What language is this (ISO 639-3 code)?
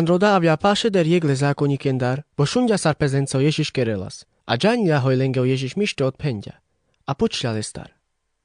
rmc